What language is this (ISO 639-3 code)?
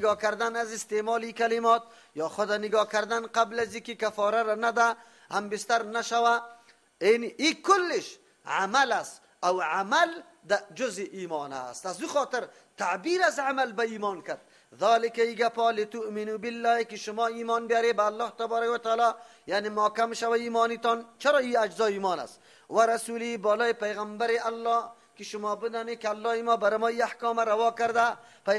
fas